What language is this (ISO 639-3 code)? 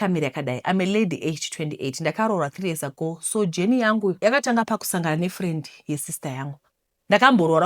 sna